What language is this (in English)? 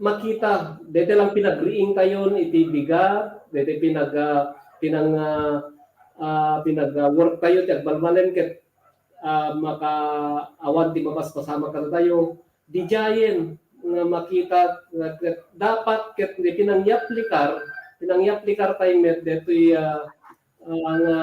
Iloko